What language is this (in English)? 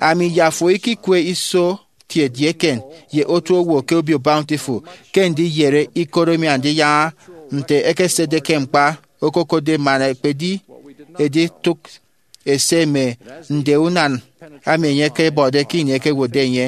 Efik